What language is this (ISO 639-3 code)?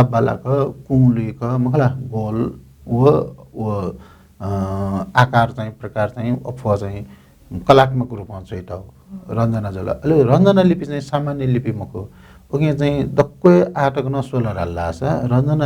new